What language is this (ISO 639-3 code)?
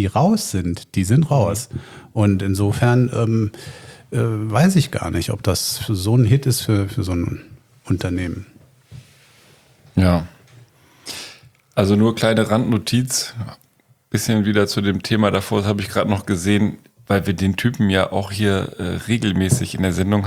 deu